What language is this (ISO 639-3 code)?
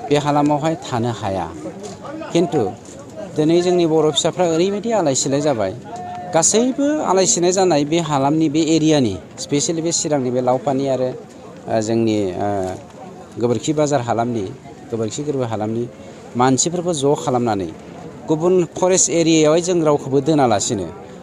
brx